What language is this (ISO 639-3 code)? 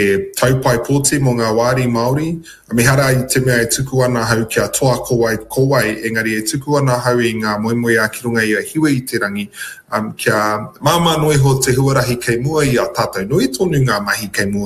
mri